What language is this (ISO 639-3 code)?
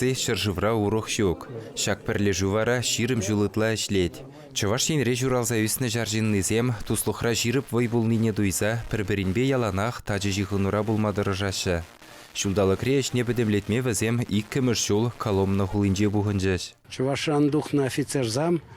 chv